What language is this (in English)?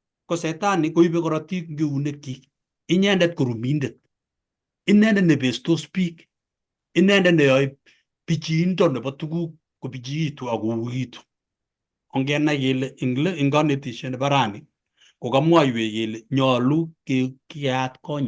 Kalenjin